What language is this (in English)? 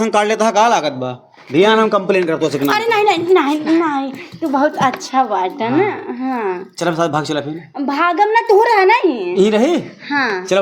Awadhi